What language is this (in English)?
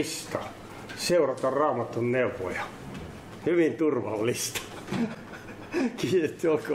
Finnish